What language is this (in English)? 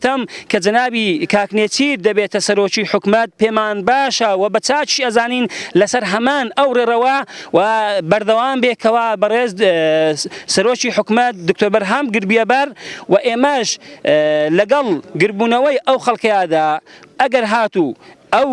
Central Kurdish